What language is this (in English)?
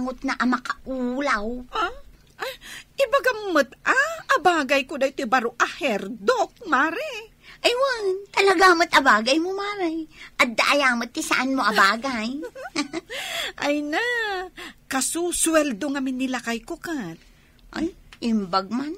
Iloko